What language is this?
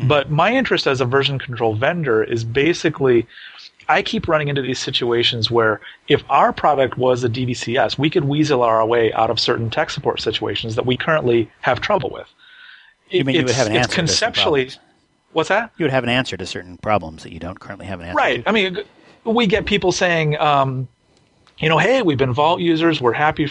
English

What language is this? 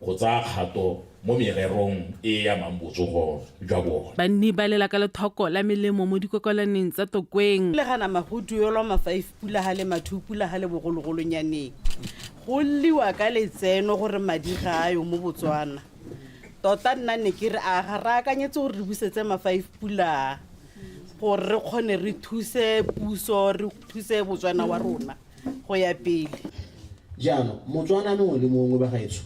Tswana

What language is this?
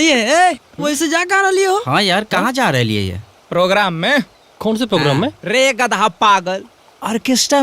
Magahi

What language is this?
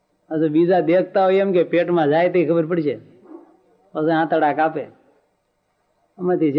Gujarati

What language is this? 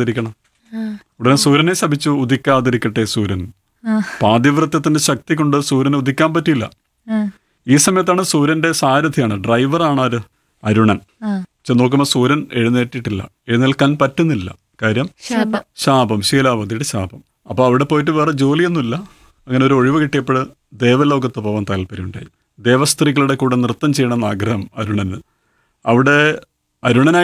Malayalam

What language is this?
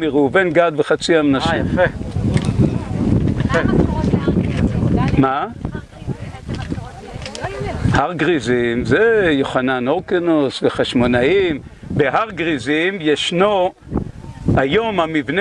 Hebrew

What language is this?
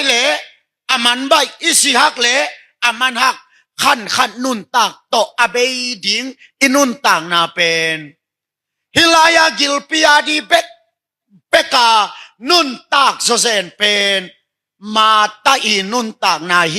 Tedim Chin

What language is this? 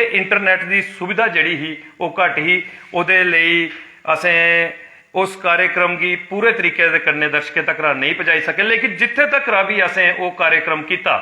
Dogri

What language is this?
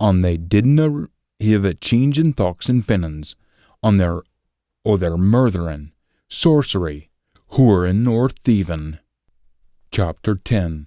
Scots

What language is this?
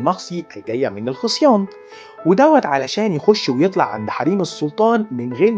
Egyptian Arabic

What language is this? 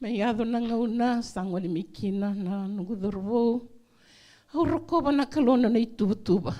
Fijian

